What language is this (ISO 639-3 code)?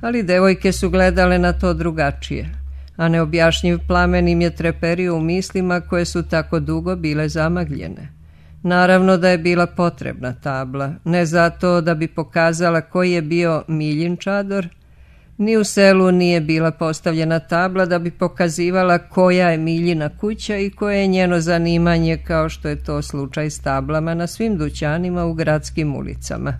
srp